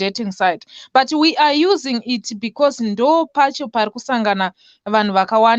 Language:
Shona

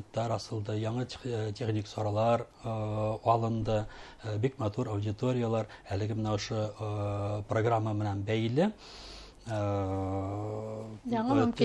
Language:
Bashkir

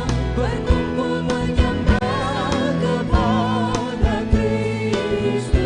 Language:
Ambonese Malay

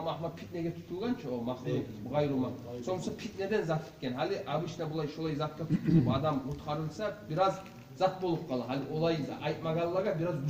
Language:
Kumyk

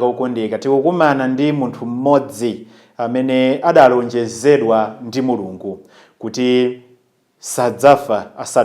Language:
Nyanja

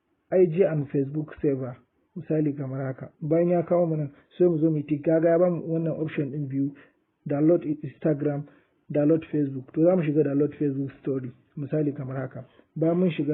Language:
Hausa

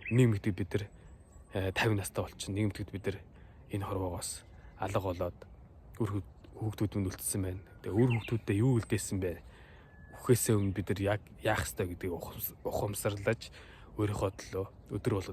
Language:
Mongolian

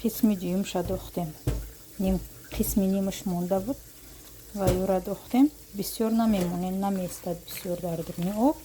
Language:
Tajik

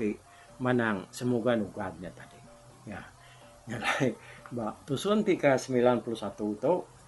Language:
Iban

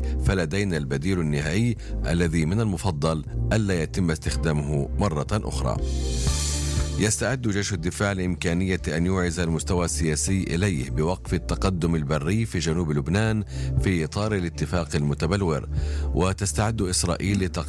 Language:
Arabic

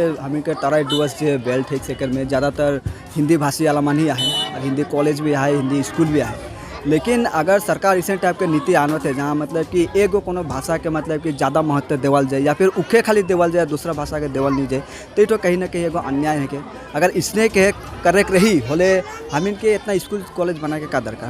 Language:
Sadri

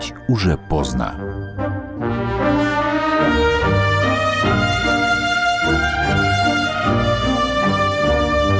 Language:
Russian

